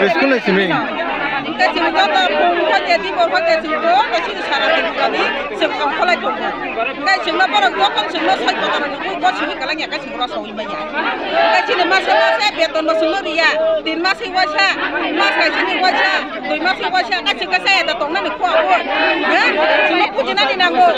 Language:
Kok Borok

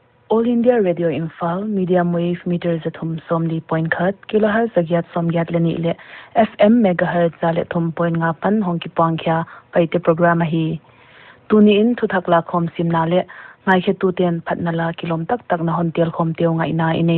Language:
Paite Chin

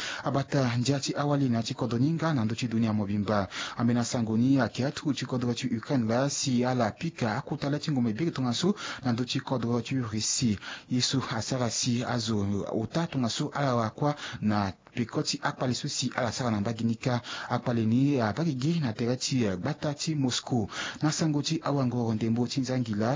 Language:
Sango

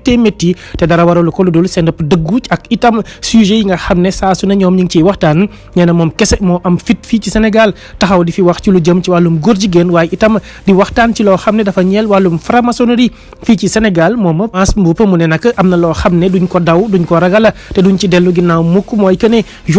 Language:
Wolof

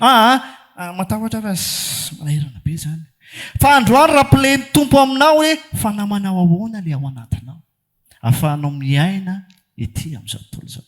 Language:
Malagasy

